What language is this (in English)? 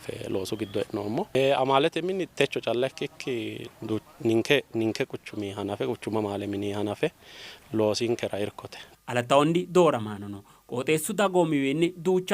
Sidamo